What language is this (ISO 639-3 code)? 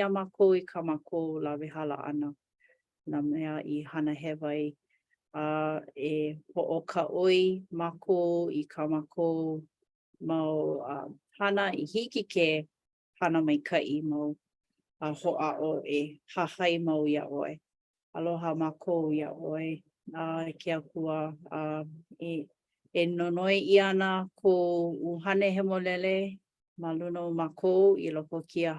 haw